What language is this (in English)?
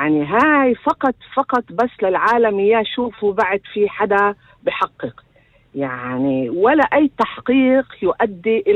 North Levantine Arabic